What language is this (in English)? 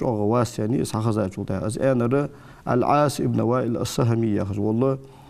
Ingush